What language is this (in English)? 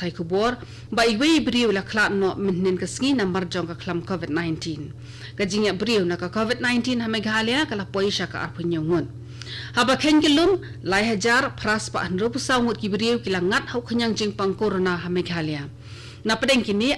Khasi